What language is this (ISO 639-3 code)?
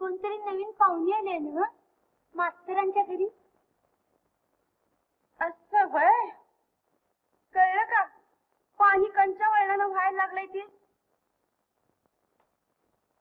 mar